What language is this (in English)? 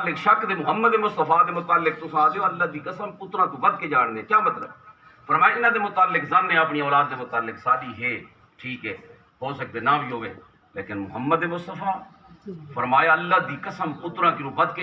Saraiki